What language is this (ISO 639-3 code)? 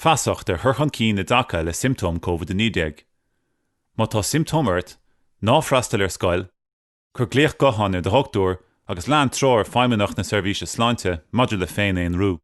gle